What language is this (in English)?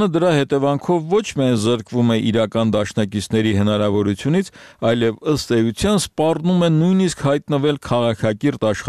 Armenian